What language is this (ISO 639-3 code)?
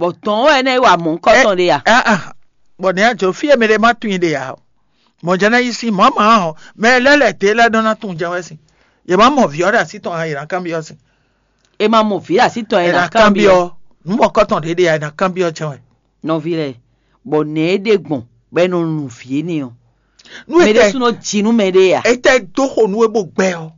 fon